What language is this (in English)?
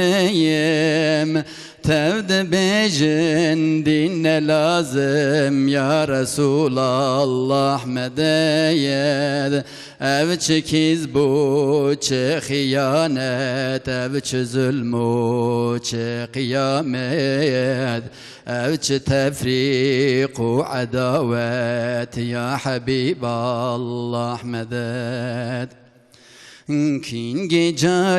Kurdish